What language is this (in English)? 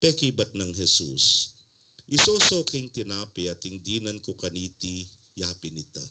Pampanga